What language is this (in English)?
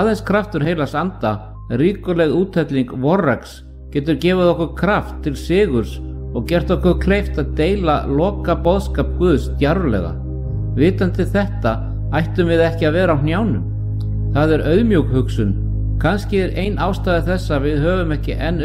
Icelandic